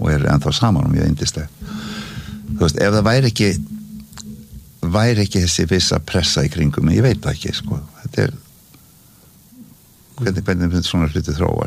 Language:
Icelandic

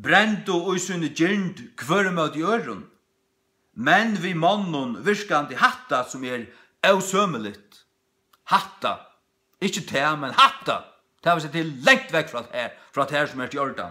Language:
Faroese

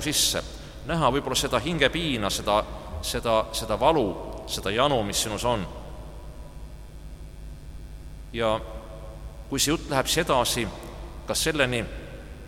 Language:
Estonian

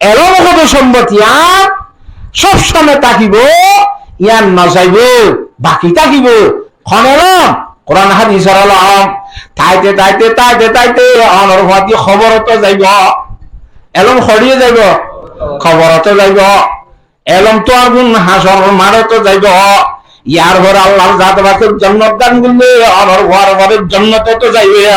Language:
Rohingya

